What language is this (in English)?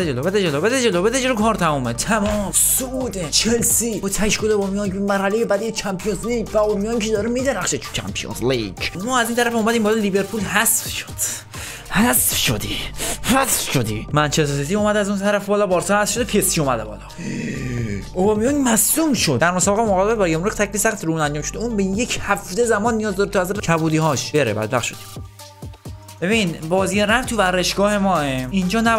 Persian